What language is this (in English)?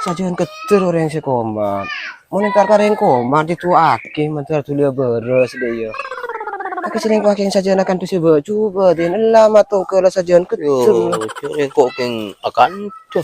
Madurese